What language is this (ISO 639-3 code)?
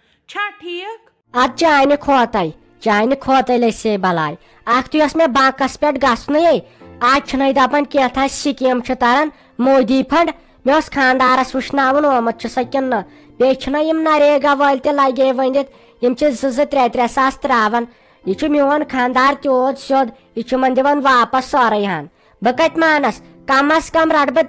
kas